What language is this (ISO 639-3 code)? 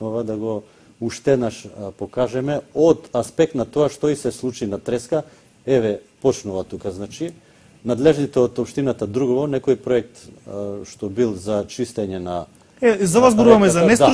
mkd